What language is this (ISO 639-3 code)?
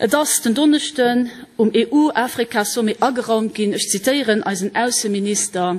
ltz